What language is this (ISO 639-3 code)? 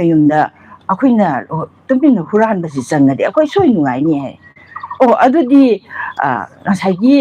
mni